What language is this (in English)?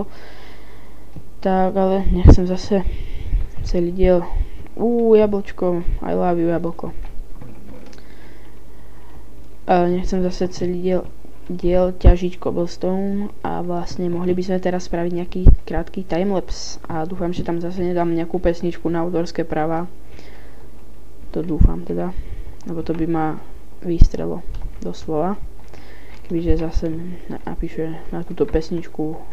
Slovak